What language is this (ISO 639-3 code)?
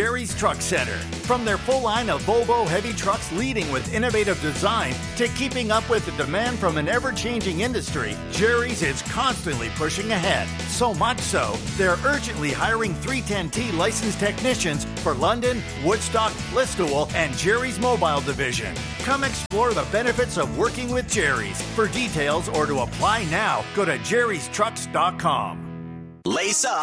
eng